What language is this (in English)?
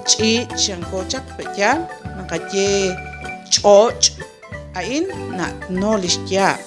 Kekchí